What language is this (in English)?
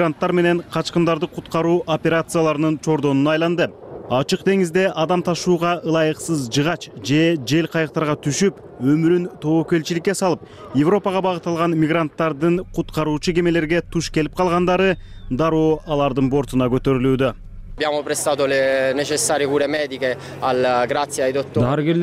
Kyrgyz